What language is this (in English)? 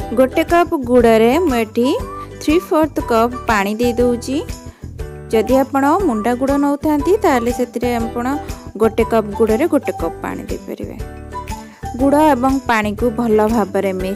Odia